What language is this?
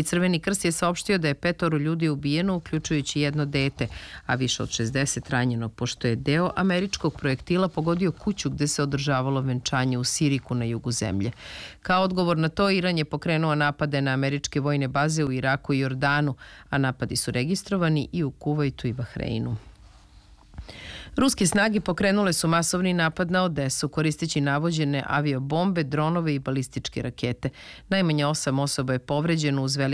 Serbian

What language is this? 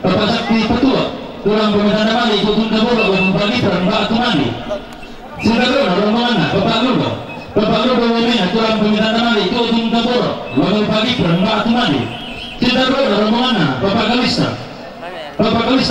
Toraja-Sa'dan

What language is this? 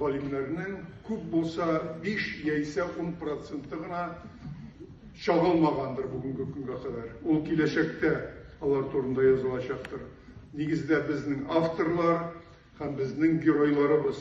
Tatar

